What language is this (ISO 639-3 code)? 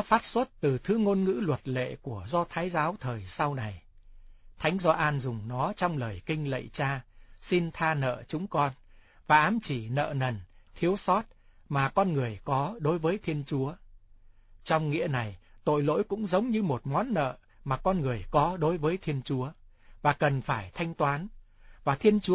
vie